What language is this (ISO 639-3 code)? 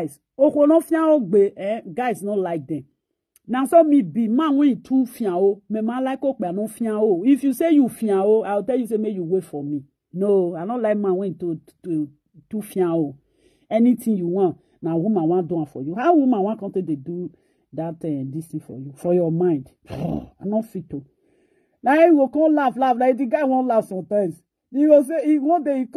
pcm